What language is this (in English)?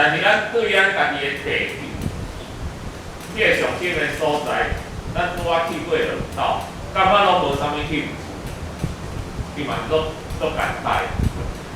Min Nan Chinese